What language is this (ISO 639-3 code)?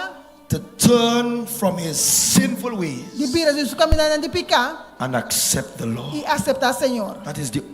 pap